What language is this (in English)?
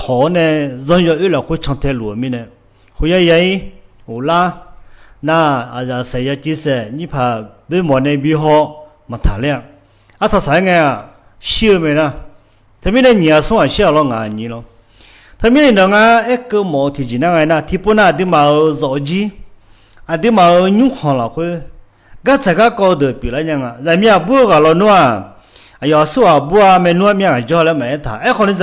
Akha